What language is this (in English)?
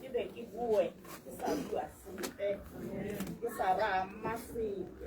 Tswana